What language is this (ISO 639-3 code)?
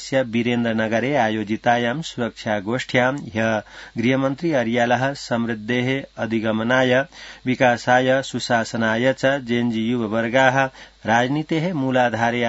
san